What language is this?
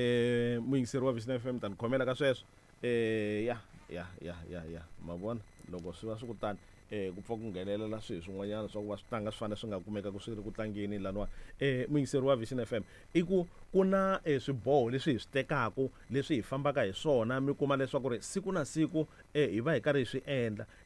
Tsonga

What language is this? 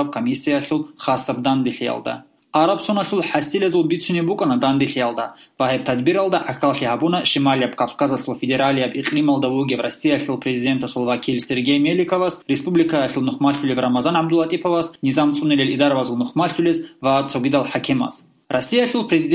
Avaric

